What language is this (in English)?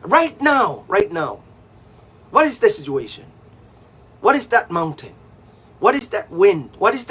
Pohnpeian